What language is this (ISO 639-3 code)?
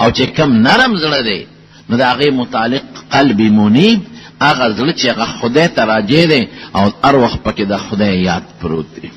pus